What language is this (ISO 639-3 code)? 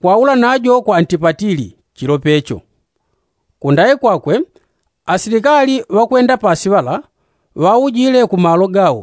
yao